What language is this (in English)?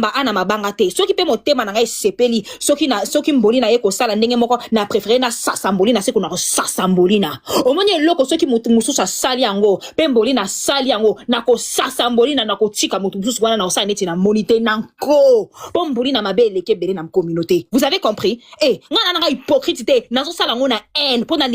Lingala